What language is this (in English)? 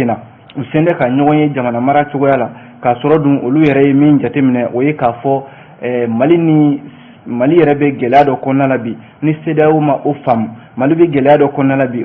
Bambara